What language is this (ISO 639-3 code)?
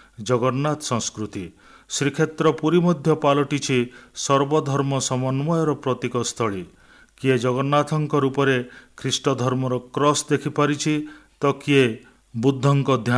ori